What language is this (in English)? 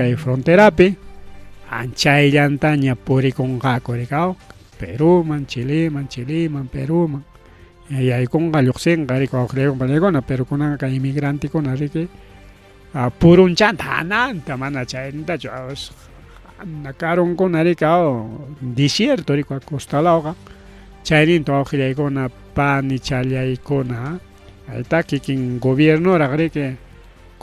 Ayacucho Quechua